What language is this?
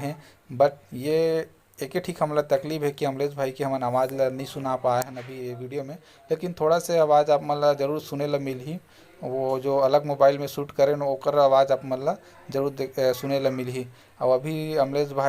Chhattisgarhi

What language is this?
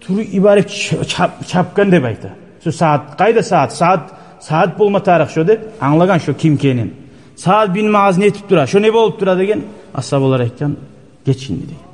Kumyk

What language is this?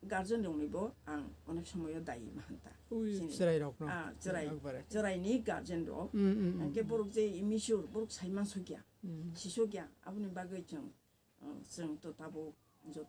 Kok Borok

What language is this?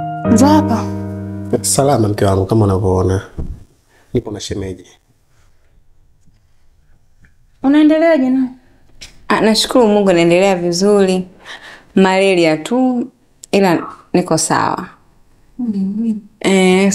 Swahili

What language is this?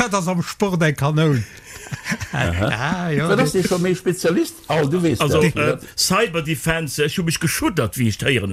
Luxembourgish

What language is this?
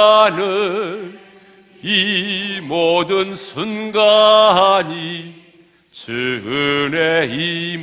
Korean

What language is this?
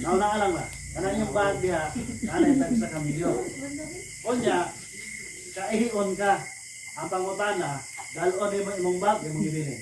Cebuano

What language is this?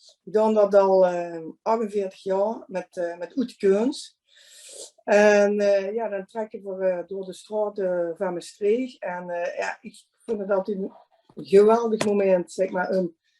Limburgish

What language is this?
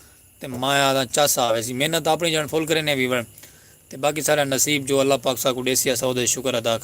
Saraiki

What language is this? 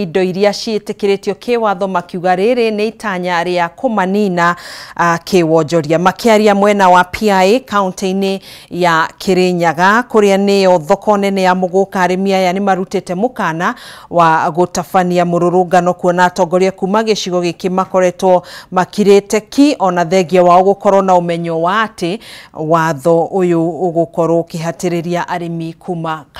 Kikuyu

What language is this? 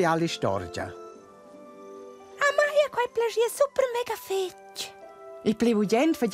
Romansh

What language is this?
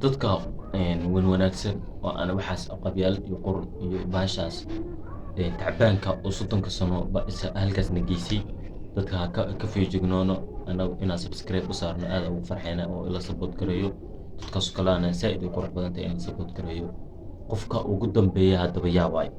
Somali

